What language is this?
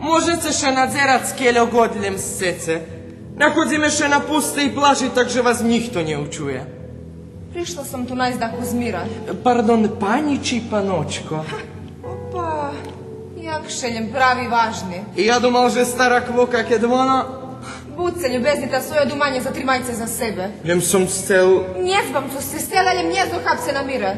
Rusyn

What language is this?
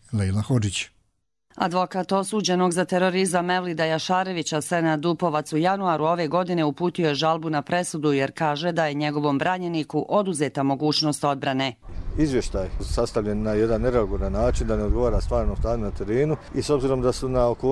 Croatian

